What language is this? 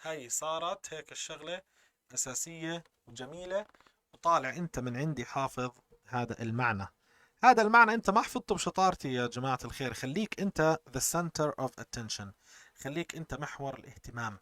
North Levantine Arabic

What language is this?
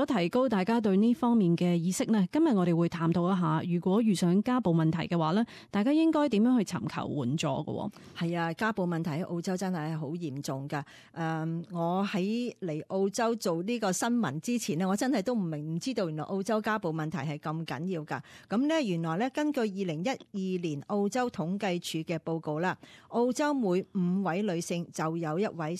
Cantonese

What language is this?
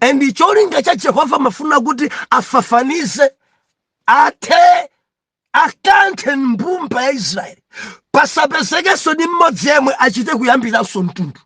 Nyanja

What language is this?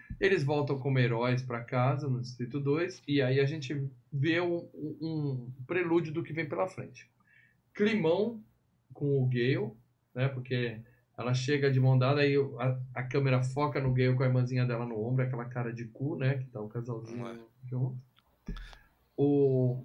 Portuguese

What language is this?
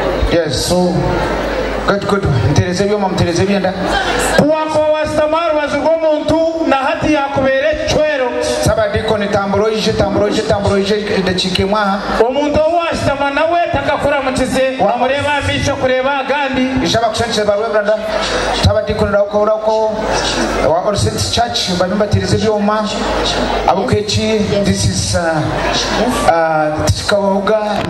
Nyankole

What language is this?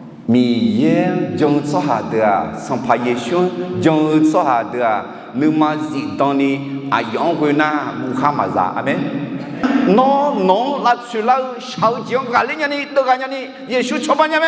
Akha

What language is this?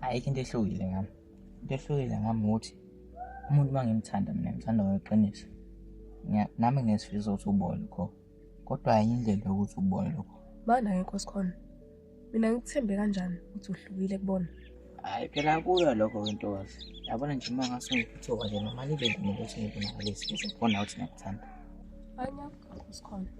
Zulu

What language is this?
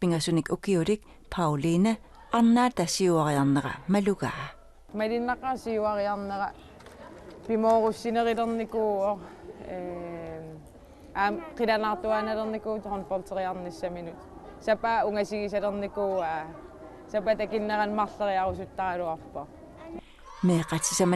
Kalaallisut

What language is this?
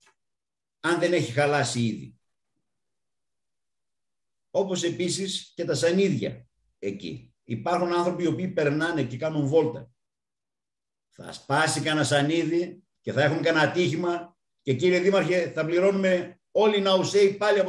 Greek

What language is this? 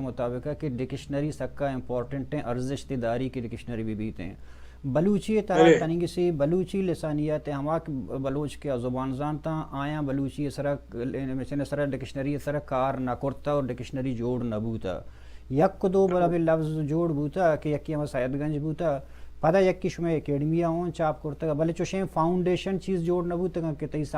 Baluchi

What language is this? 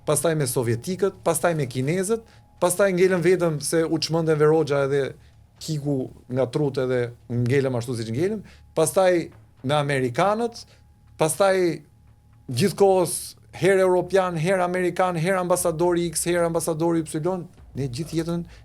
Albanian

